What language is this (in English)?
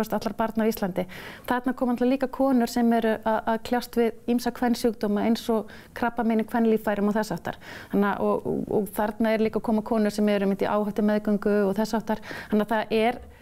Icelandic